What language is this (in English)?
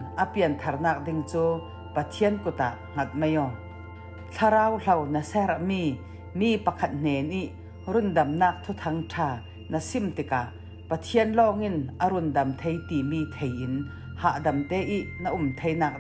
Falam Chin